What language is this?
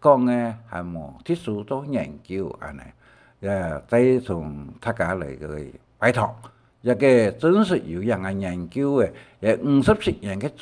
Hakka Chinese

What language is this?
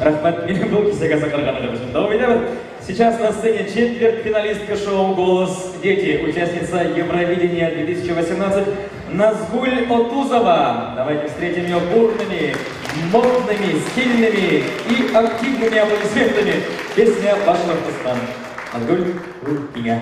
Bashkir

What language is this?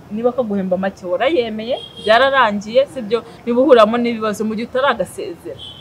Kinyarwanda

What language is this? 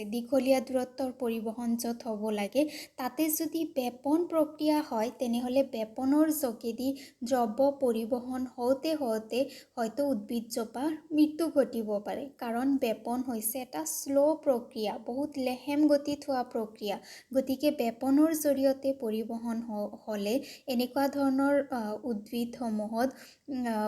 Assamese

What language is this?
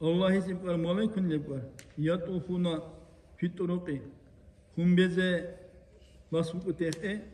Dargwa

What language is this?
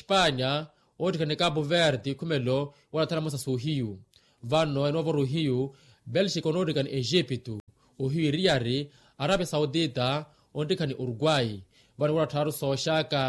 Makhuwa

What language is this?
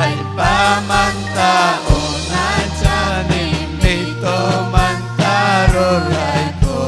Ayacucho Quechua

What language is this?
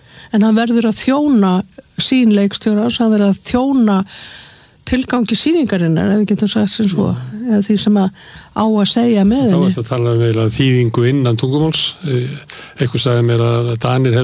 Icelandic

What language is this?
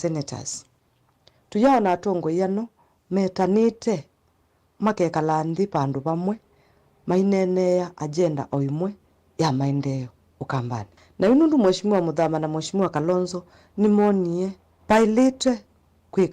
Kamba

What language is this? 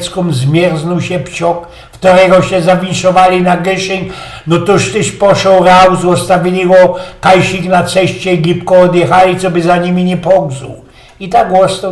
Silesian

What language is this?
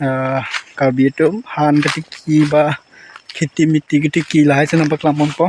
Karbi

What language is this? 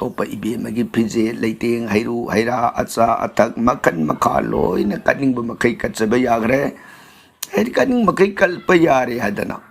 Manipuri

